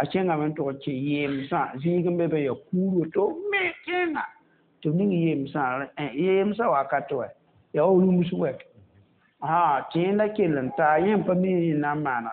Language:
Mossi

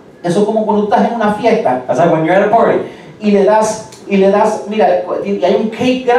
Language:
Spanish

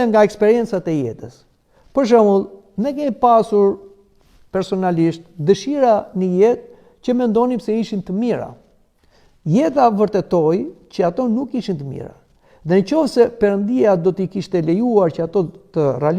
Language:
Albanian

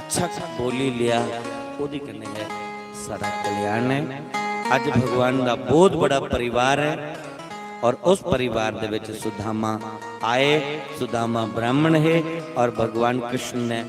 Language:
Dogri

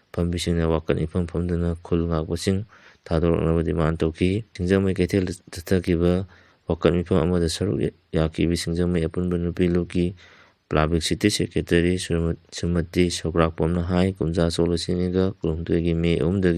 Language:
Manipuri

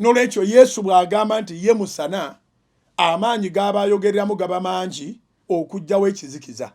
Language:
Ganda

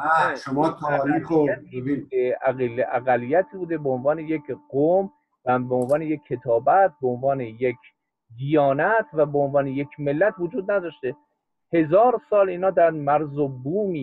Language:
Persian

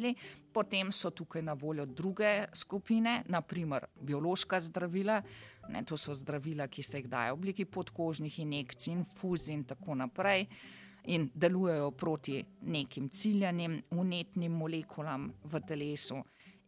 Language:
Slovenian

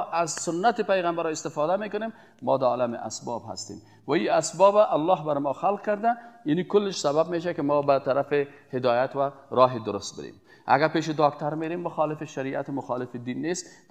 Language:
Persian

